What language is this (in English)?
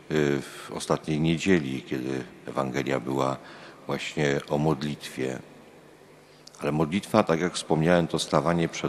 Polish